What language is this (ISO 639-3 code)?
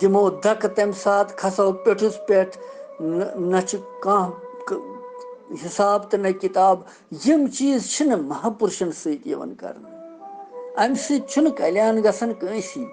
kas